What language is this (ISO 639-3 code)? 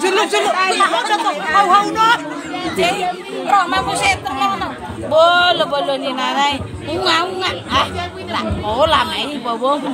bbc